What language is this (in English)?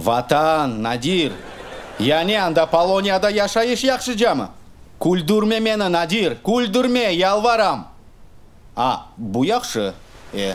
Crimean Tatar